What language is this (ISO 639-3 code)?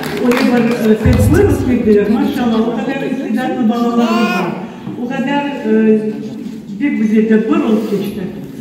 crh